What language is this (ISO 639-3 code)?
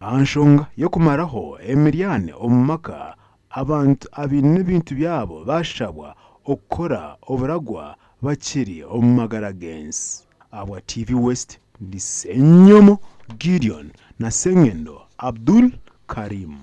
nyn